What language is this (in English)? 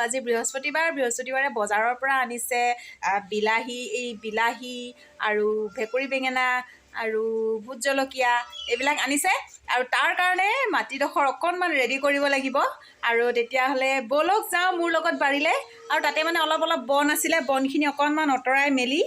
Assamese